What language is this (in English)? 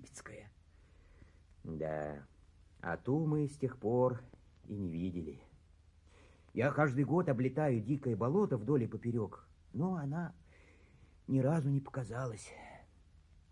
Russian